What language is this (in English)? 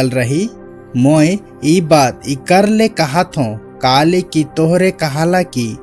Sadri